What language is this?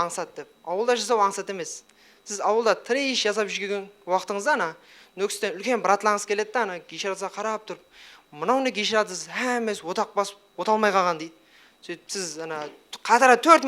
Kara-Kalpak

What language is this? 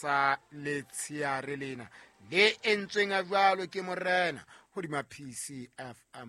Southern Sotho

